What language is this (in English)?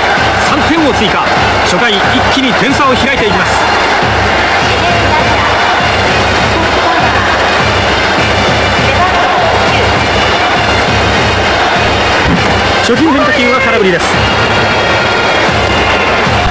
Japanese